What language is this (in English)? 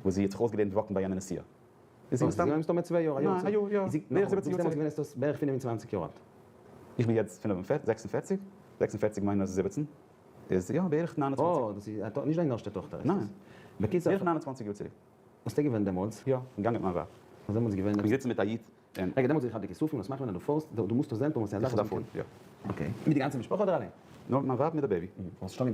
Yiddish